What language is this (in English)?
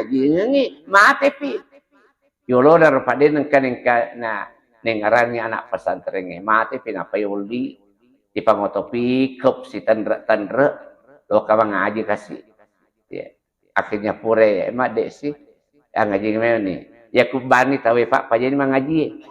Buginese